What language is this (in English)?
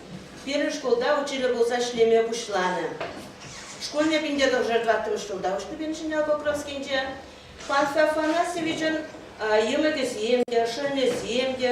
Chuvash